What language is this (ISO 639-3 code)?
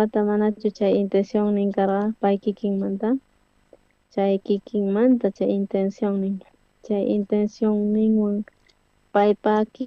quh